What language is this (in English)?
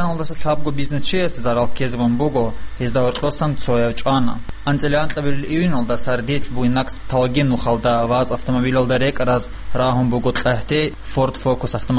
Avaric